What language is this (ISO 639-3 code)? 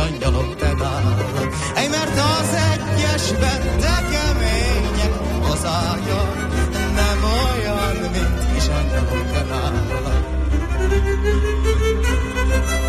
hun